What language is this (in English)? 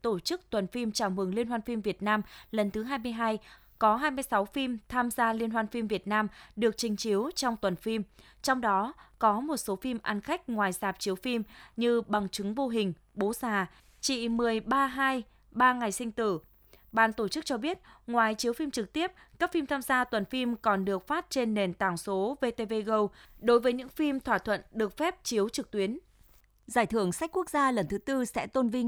Vietnamese